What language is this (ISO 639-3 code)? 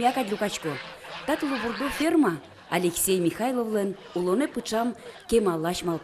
udm